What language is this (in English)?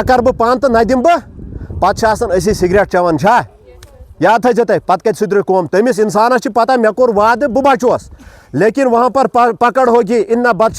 Kashmiri